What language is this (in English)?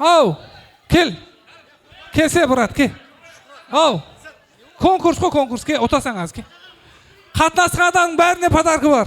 Kara-Kalpak